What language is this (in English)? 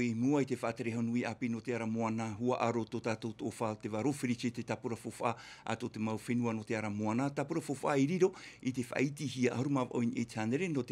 Tahitian